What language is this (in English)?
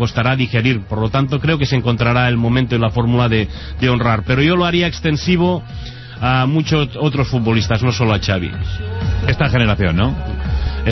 Spanish